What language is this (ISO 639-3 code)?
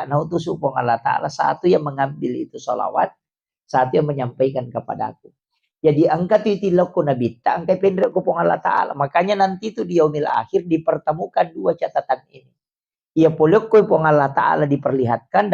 bug